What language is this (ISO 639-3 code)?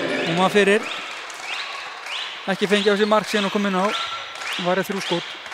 isl